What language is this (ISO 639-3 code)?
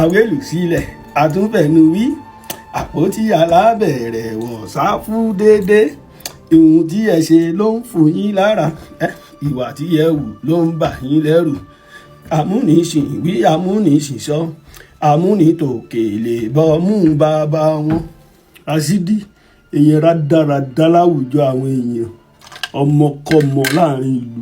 yor